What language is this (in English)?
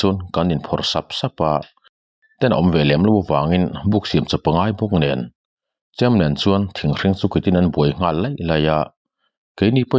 Mizo